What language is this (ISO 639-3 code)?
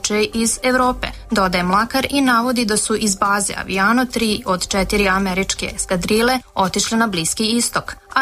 srp